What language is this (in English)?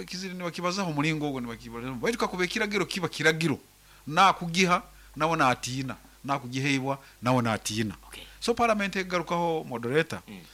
Nyankole